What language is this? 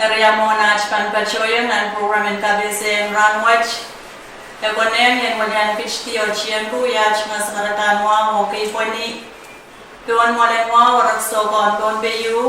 Pohnpeian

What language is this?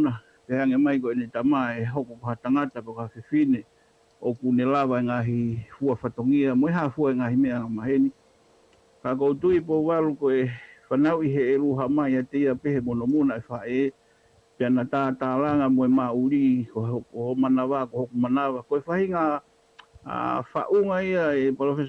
Tongan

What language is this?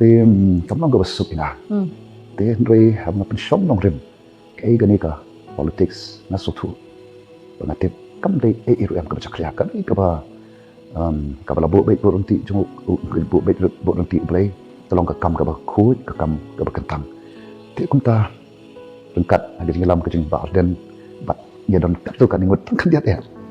Khasi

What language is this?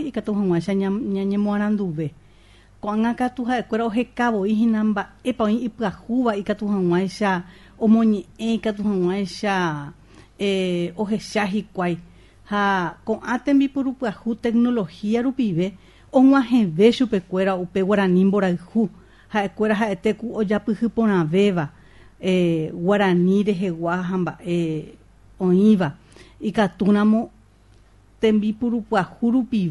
Guarani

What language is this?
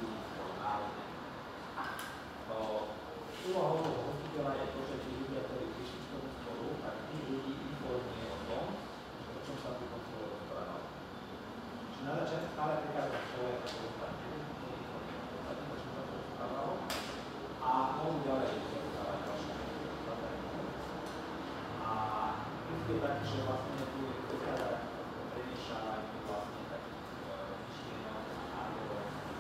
Slovak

